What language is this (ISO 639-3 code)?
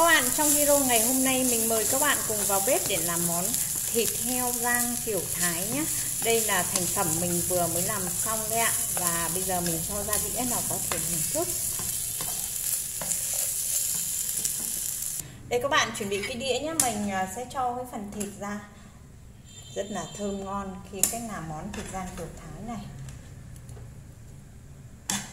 vie